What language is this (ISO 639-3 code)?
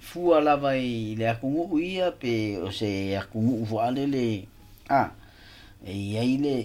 smo